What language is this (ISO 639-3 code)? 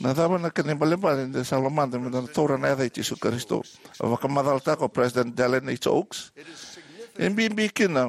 fij